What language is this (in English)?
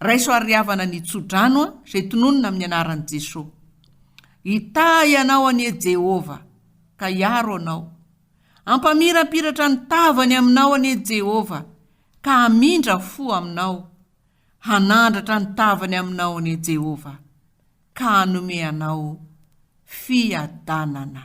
Malagasy